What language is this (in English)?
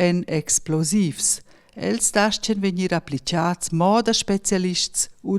Romansh